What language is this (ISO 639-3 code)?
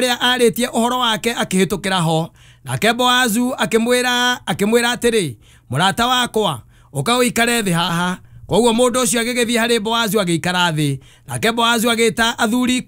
kik